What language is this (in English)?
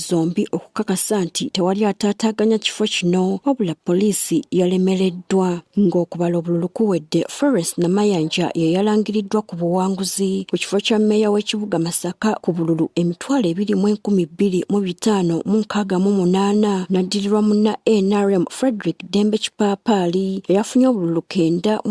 Ganda